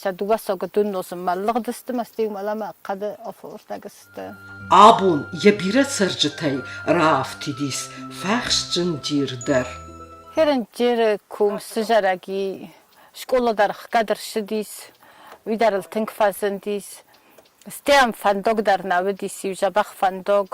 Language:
Ossetic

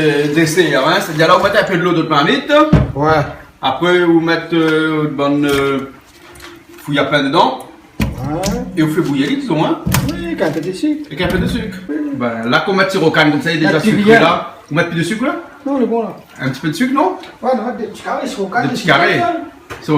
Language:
Réunion Creole French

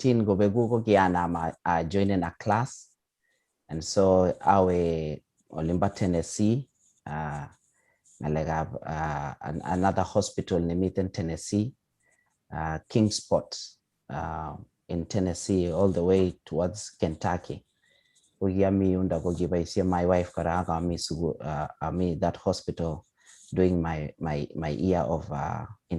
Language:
Kalenjin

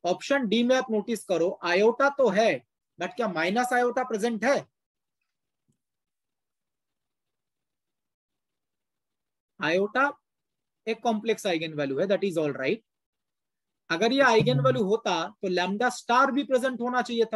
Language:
Hindi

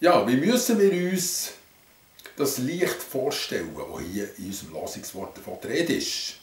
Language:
Swiss German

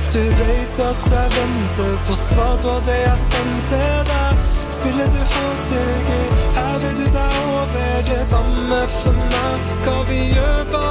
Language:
Norwegian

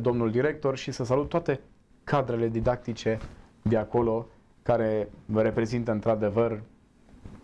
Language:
Romanian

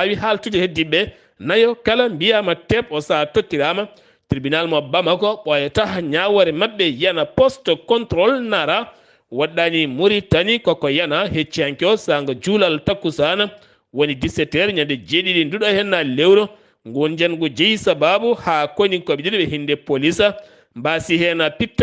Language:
Fula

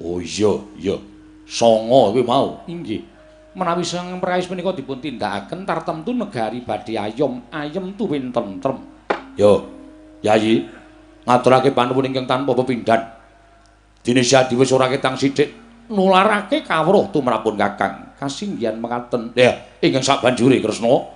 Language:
Javanese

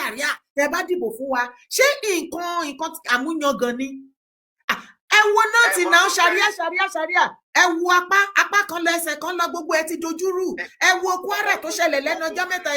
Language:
Yoruba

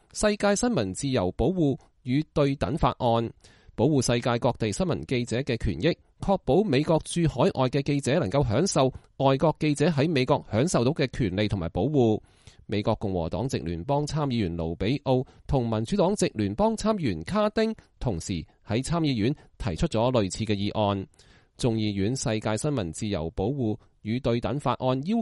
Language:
Cantonese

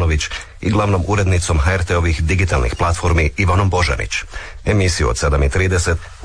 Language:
Croatian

